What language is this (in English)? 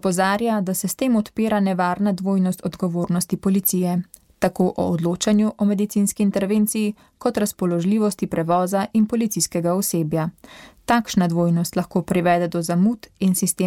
Slovenian